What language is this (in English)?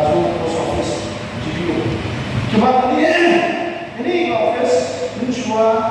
Khasi